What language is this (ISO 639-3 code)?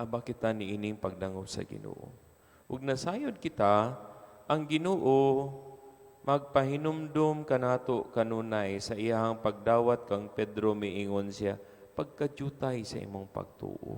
ceb